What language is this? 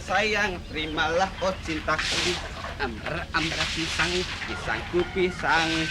Betawi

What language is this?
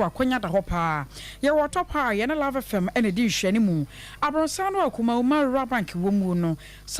Akan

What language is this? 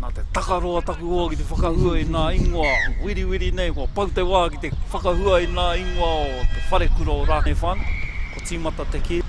Māori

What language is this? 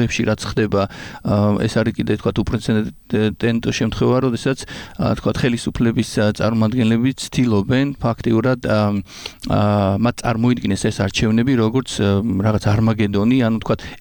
Georgian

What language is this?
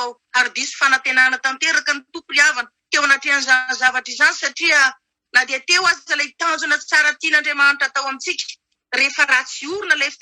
Malagasy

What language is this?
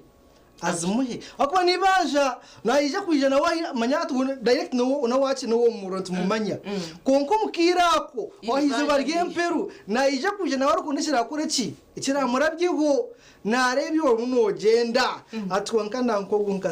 Nyankole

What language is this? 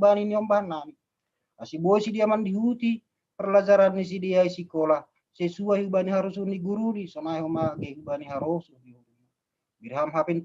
Batak Simalungun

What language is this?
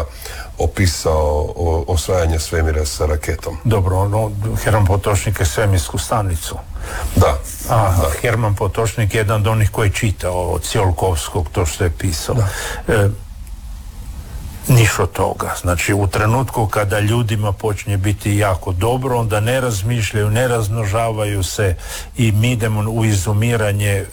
Croatian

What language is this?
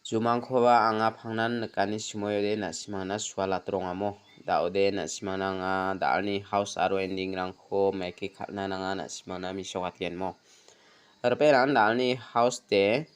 Garo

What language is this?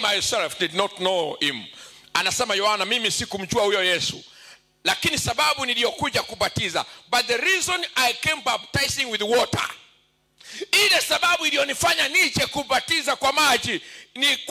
Swahili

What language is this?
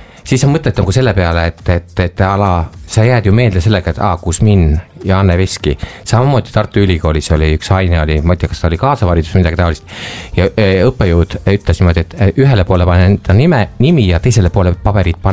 Estonian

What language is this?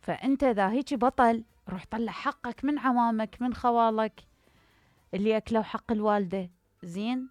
Mesopotamian Arabic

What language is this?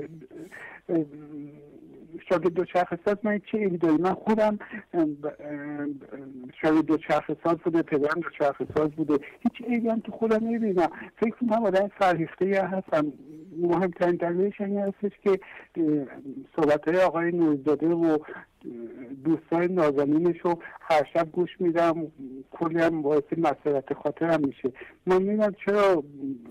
Persian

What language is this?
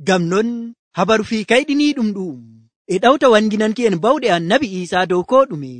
Nigerian Fulfulde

